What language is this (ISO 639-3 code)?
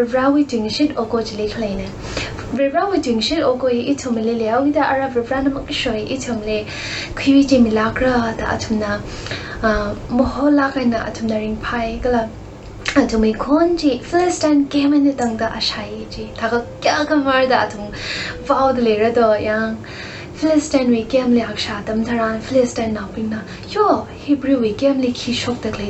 nmf